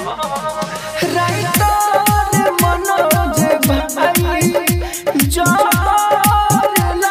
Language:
Bhojpuri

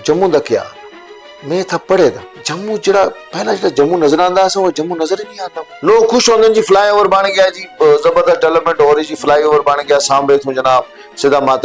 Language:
Dogri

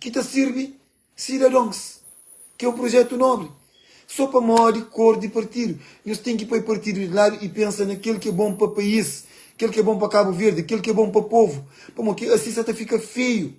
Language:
Kabuverdianu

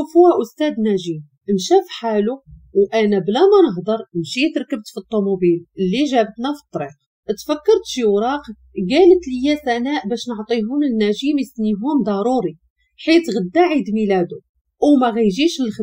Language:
Moroccan Arabic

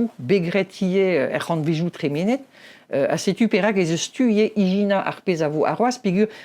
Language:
Breton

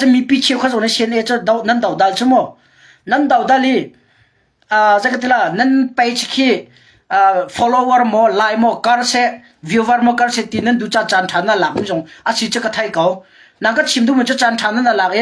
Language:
Hakha Chin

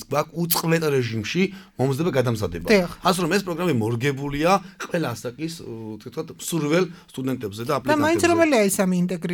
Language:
Georgian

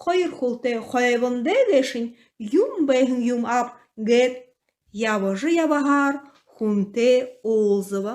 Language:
Buriat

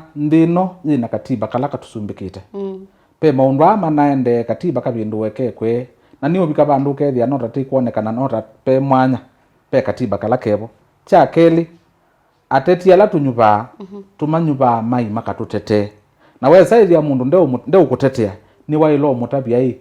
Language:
Kamba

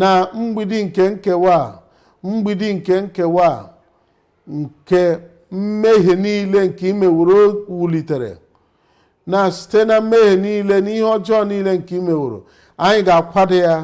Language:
Igbo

